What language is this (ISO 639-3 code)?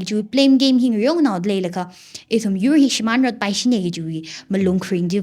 nmf